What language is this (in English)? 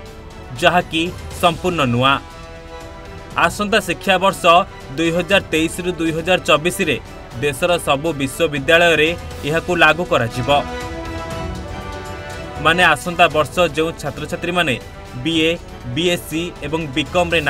Odia